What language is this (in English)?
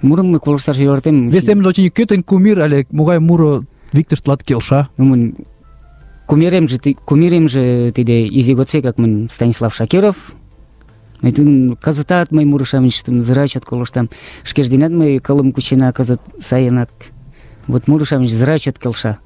Mari